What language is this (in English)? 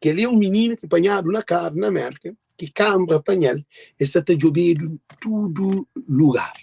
Kabuverdianu